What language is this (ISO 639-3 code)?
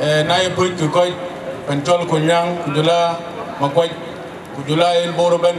din